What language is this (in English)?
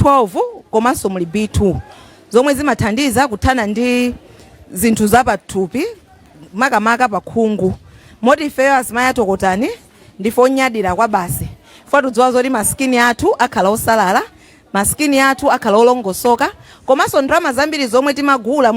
Nyanja